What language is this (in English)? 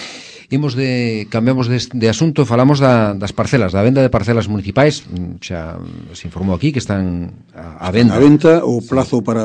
Galician